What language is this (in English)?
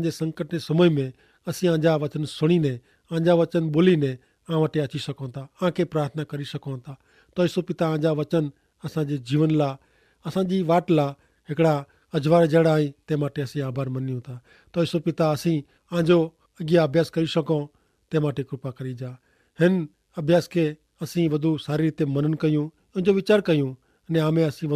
Kachhi